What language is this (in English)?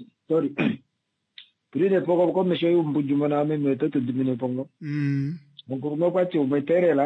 Swahili